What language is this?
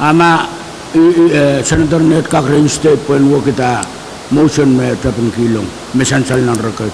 Pohnpeian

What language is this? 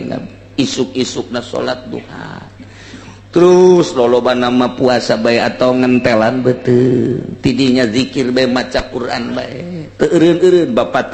Sundanese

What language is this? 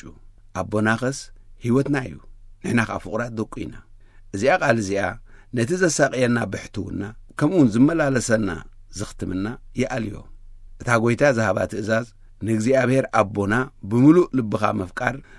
Tigrinya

